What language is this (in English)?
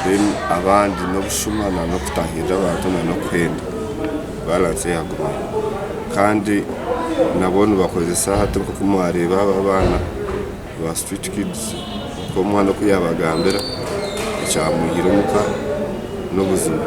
Nyankole